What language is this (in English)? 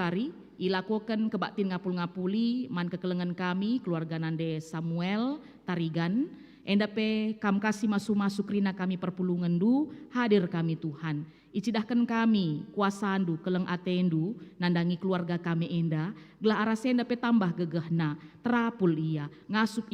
Batak Karo